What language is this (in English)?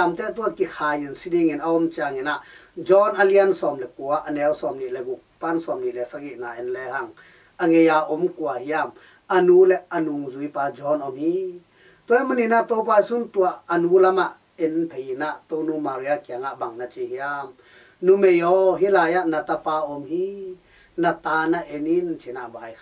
Tedim Chin